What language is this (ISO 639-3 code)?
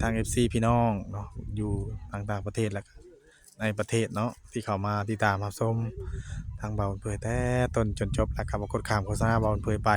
tts